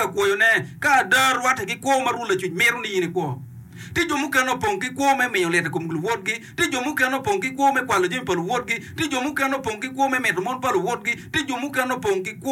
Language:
Acoli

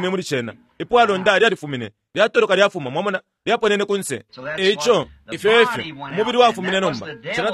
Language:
Bemba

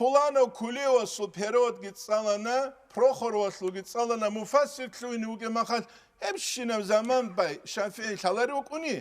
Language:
Avaric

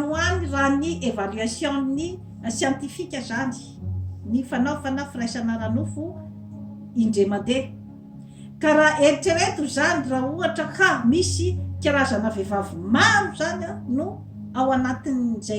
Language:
Malagasy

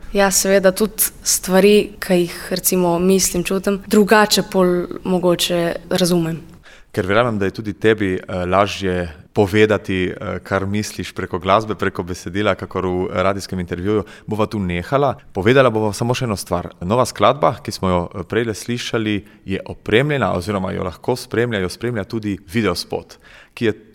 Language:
Slovenian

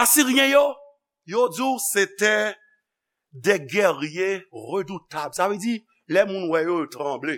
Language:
Haitian Creole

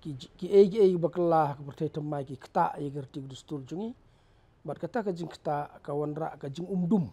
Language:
Khasi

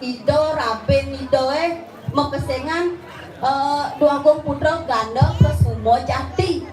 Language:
Balinese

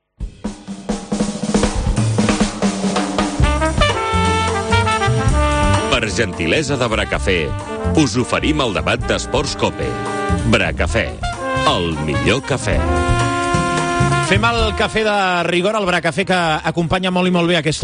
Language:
Catalan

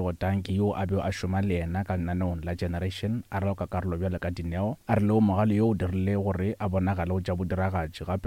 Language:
Northern Sotho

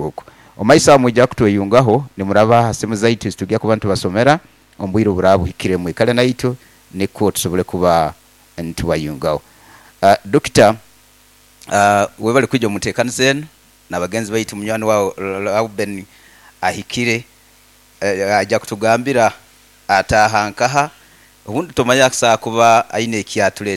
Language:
Nyoro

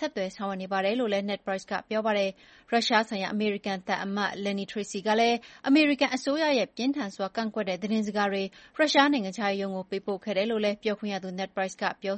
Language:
Burmese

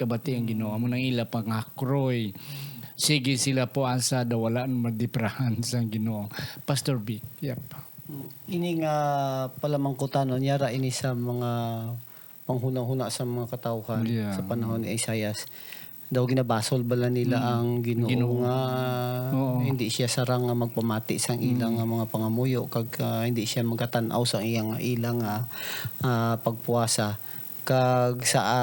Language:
Hiligaynon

